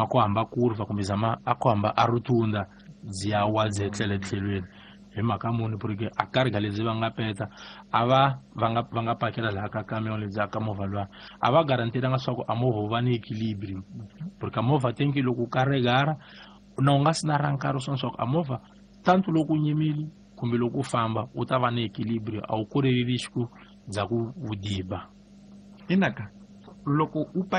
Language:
Tsonga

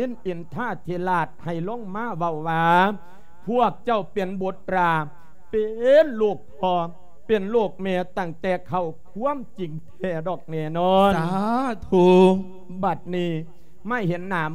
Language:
Lao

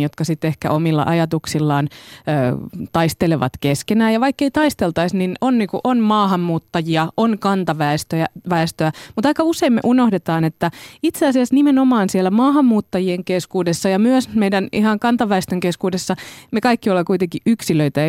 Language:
Finnish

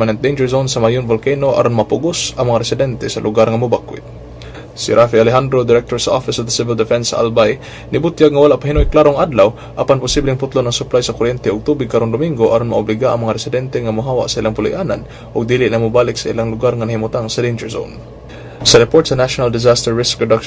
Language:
Cebuano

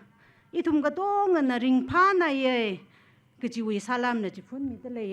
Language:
Tangkhul Naga (India)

